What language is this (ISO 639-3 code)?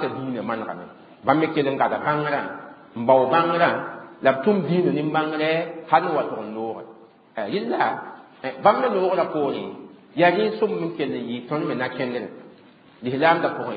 mos